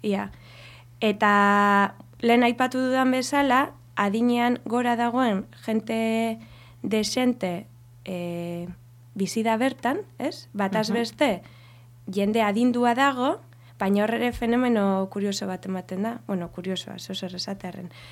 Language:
Basque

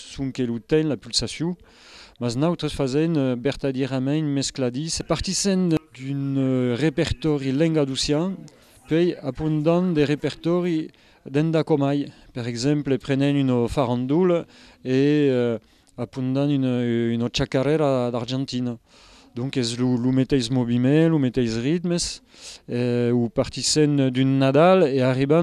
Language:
Occitan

